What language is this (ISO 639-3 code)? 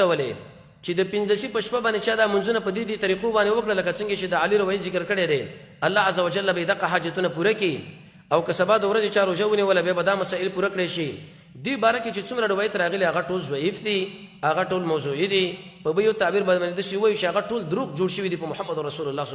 pus